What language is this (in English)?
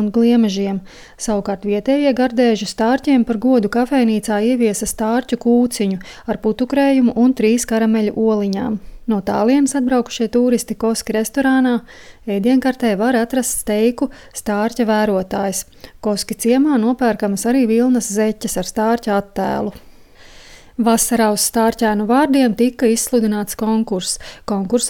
Latvian